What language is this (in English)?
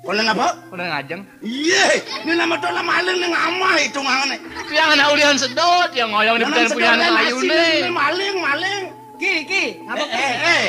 Balinese